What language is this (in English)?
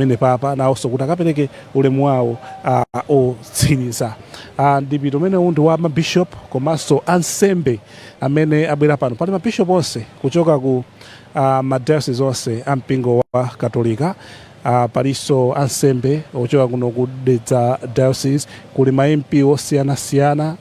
Nyanja